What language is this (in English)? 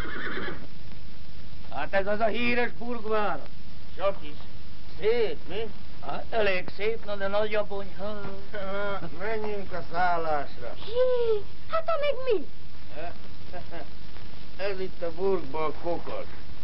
Hungarian